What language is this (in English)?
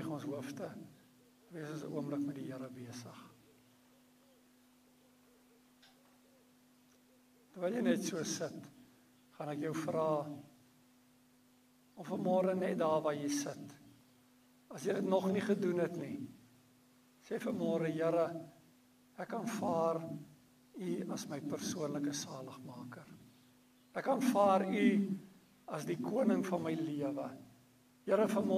Afrikaans